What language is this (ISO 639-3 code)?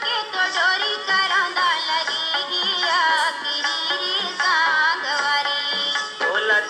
hne